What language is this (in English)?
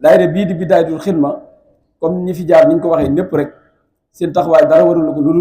Wolof